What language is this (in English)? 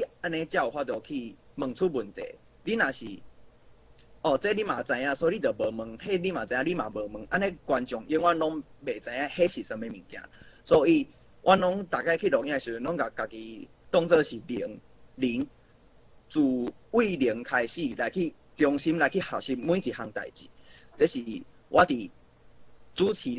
Min Nan Chinese